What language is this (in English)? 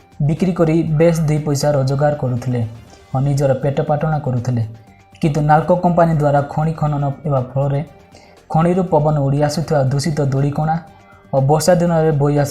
Odia